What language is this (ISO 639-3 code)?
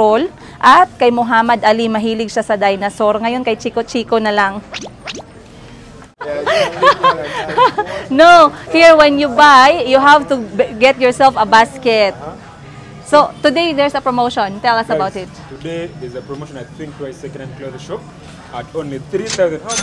fil